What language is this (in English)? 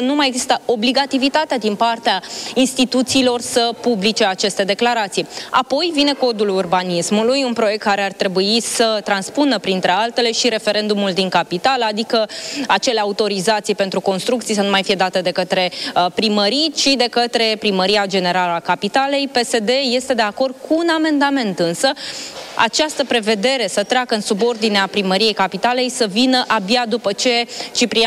Romanian